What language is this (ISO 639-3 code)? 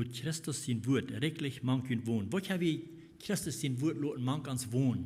pdt